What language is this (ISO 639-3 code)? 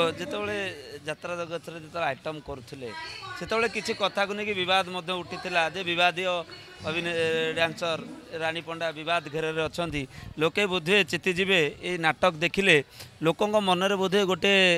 ori